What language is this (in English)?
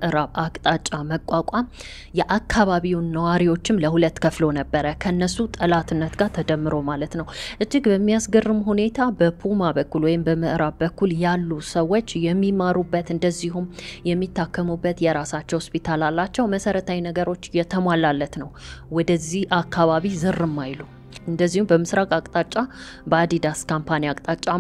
Amharic